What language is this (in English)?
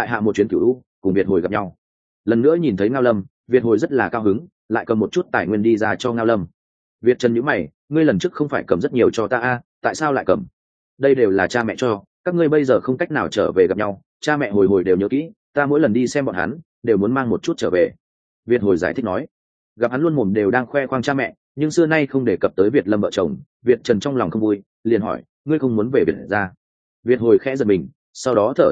Vietnamese